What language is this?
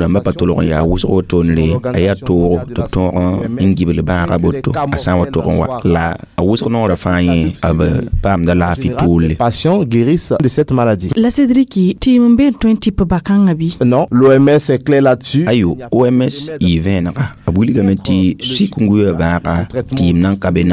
Mossi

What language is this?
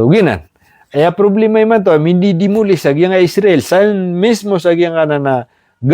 Maranao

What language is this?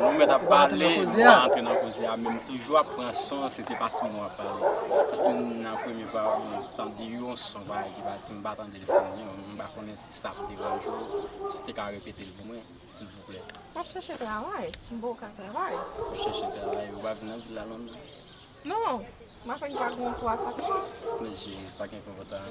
Haitian Creole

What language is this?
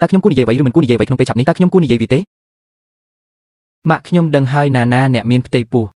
Khmer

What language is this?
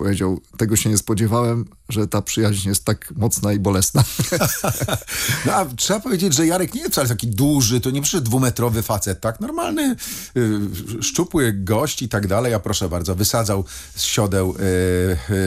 Polish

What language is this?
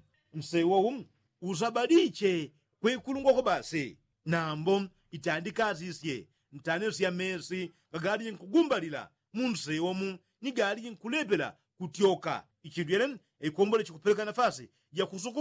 Yao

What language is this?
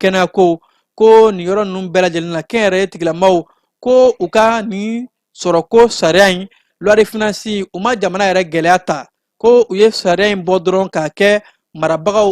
Bambara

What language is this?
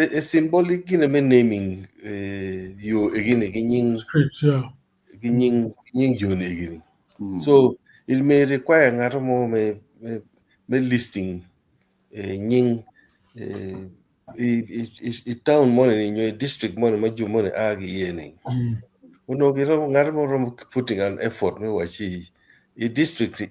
Acoli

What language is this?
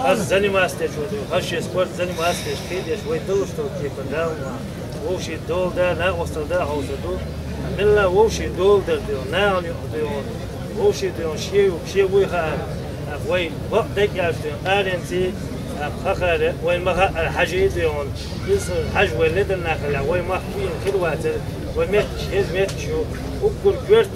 Chechen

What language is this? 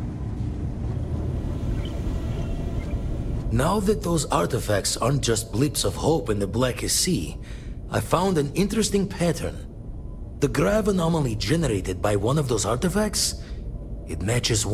English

